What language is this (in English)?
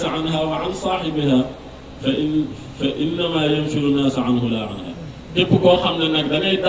Wolof